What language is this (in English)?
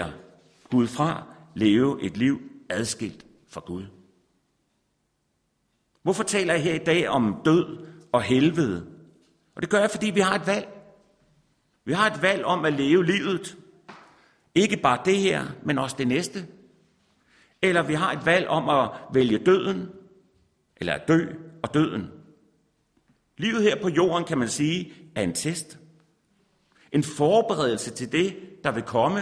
Danish